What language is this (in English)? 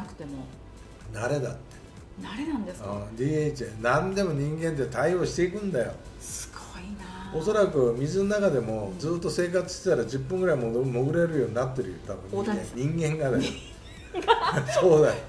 Japanese